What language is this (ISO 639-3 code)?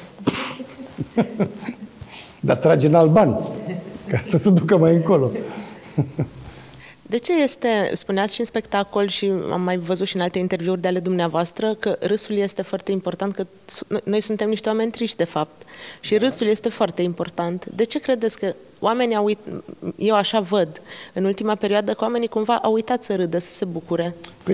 ron